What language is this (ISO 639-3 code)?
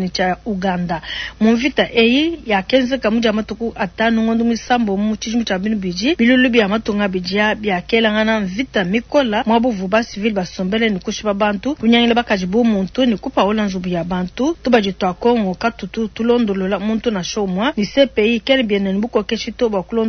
lua